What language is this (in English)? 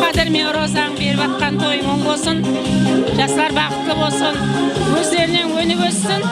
Kara-Kalpak